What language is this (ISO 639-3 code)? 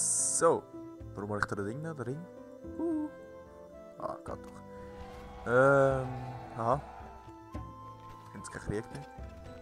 gsw